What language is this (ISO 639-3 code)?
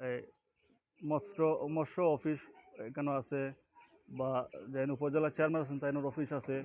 syl